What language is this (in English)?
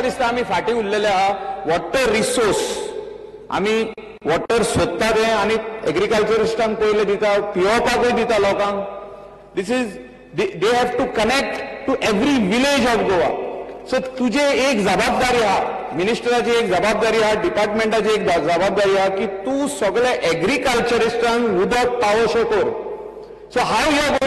Konkani